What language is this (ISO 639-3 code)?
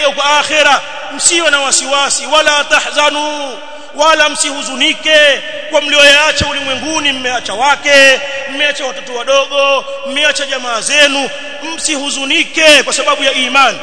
swa